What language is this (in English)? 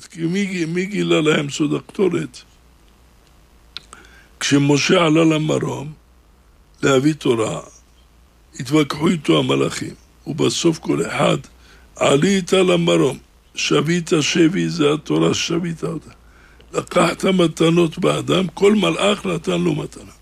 Hebrew